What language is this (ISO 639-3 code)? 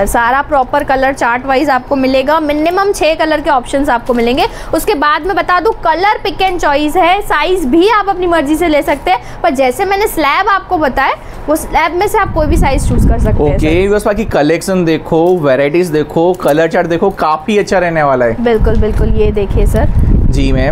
hin